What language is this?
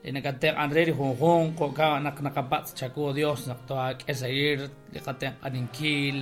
Kekchí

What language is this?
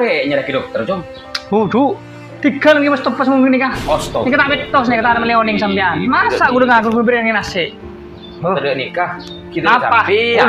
Madurese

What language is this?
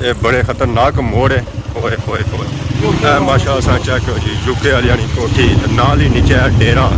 Pahari-Potwari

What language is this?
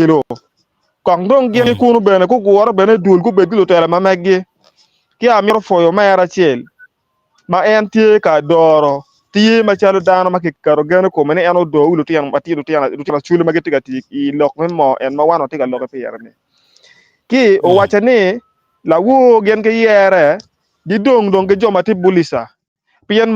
Acoli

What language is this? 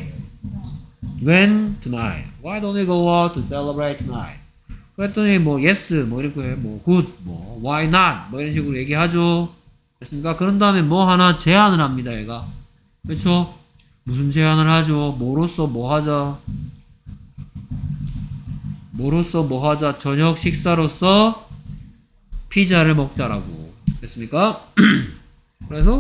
Korean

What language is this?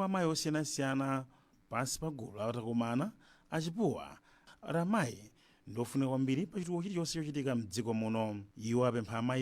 Nyanja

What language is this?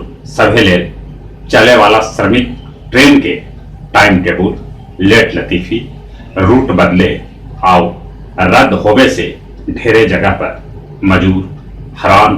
Magahi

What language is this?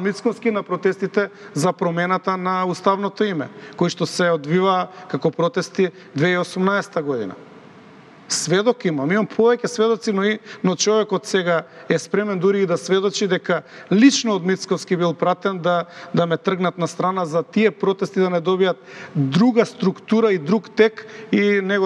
Macedonian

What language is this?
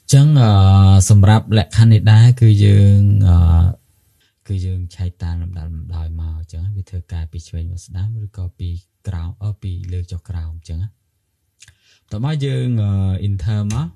Khmer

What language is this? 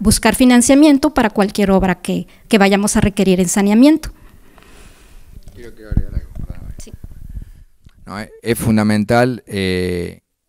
Spanish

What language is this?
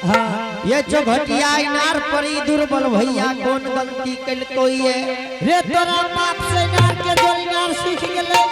Angika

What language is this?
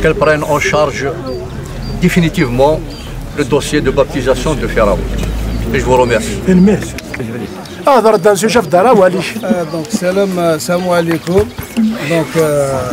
Kabyle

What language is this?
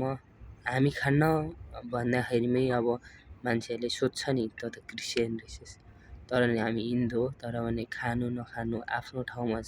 Nepali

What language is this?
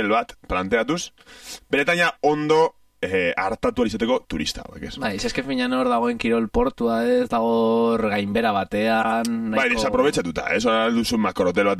Basque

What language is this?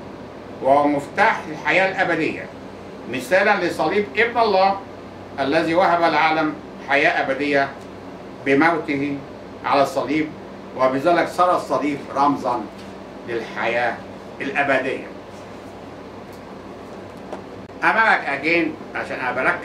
Egyptian Arabic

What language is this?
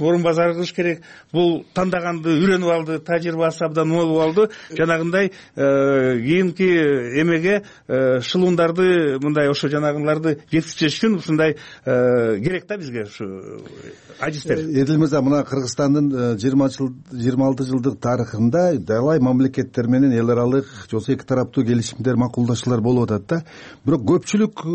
Kyrgyz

